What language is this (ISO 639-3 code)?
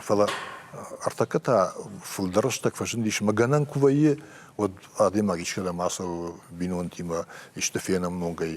oss